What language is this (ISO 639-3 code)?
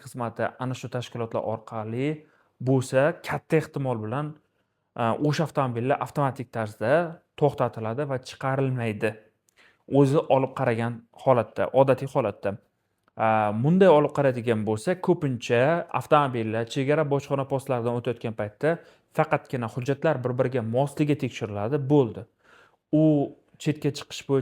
uzb